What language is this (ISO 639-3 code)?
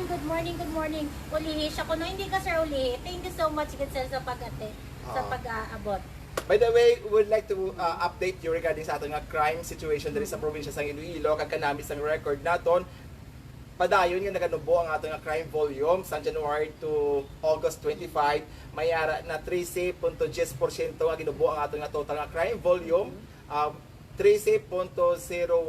hil